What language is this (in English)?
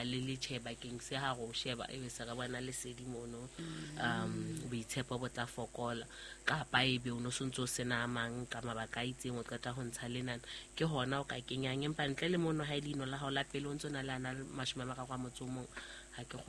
Southern Sotho